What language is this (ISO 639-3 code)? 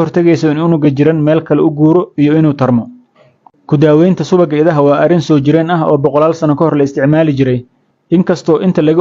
som